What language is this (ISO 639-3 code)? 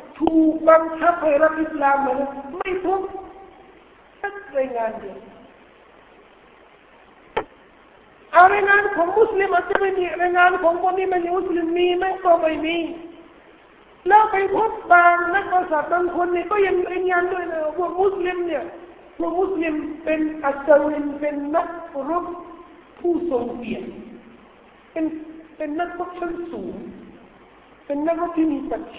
tha